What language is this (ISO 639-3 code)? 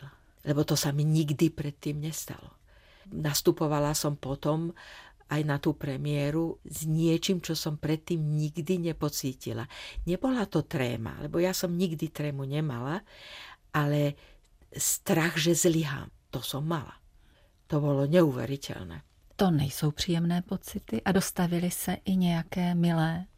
slk